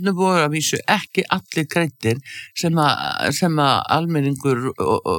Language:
Icelandic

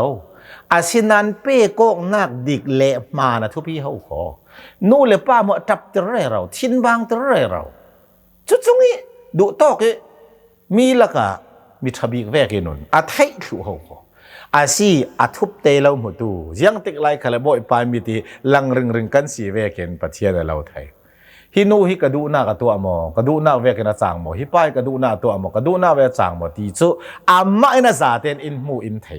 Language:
Hakha Chin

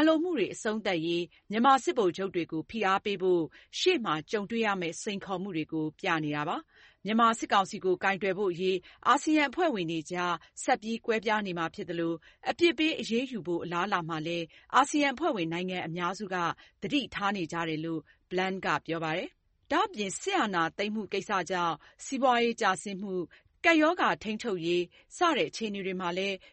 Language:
Burmese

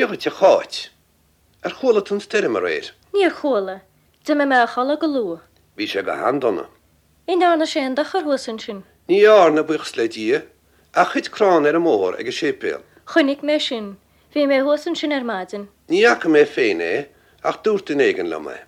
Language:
Irish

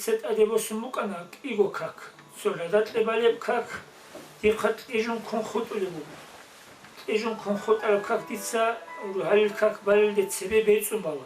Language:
Avaric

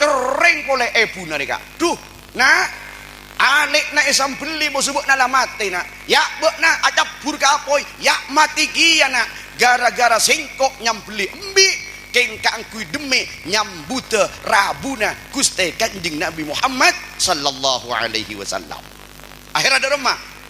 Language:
Madurese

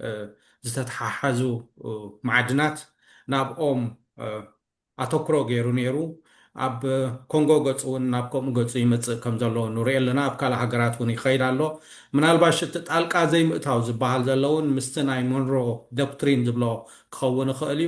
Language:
Tigrinya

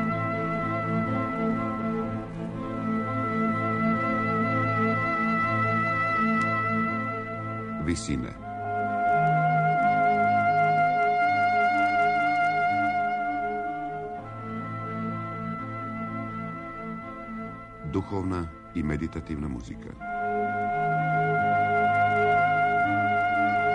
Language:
Serbian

